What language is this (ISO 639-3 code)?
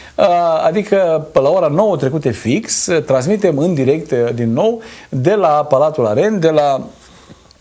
ron